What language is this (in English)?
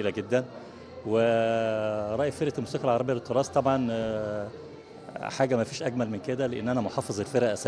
Egyptian Arabic